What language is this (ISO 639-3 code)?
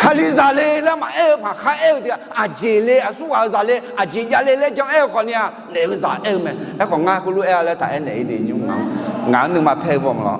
ahk